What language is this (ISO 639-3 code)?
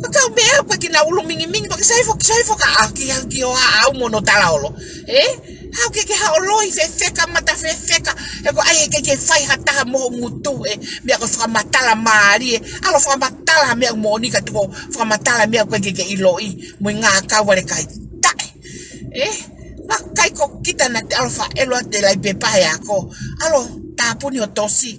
ton